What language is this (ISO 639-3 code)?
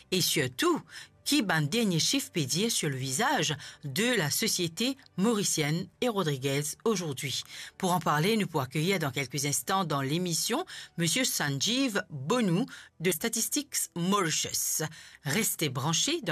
mfe